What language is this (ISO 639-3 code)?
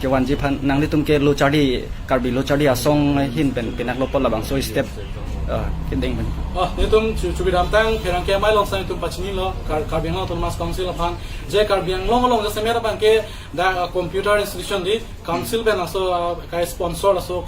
mjw